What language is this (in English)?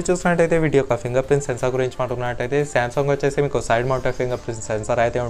Telugu